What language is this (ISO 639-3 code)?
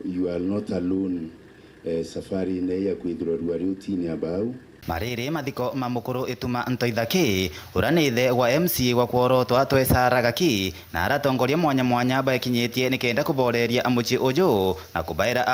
mer